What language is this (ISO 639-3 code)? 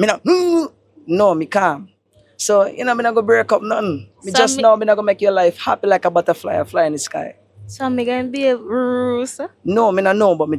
jam